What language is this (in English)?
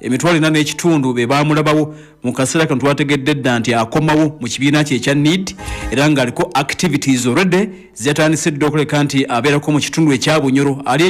Ganda